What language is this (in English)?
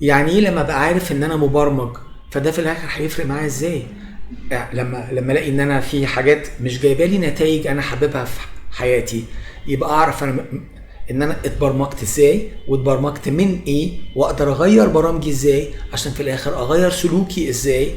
Egyptian Arabic